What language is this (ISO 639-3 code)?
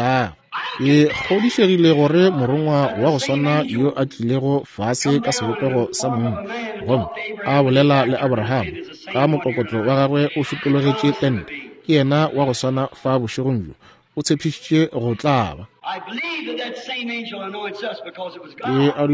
nso